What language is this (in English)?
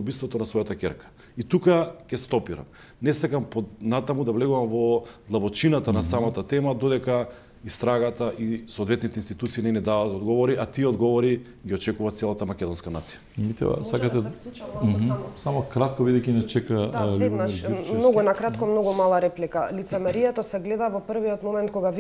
Macedonian